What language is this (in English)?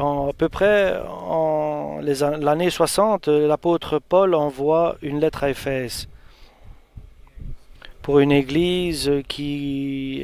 French